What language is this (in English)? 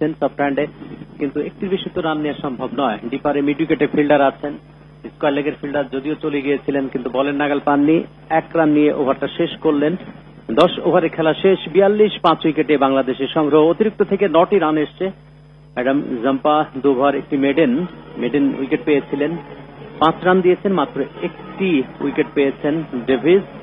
Bangla